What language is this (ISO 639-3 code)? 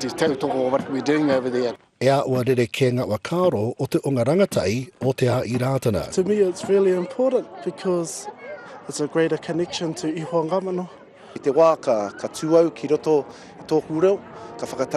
mri